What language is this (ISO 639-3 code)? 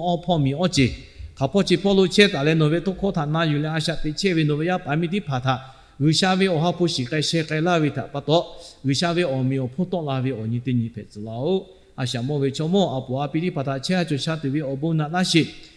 lhu